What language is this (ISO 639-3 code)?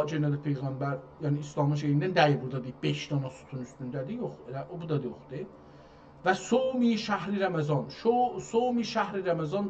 azb